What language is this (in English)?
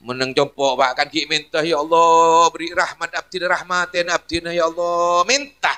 Madurese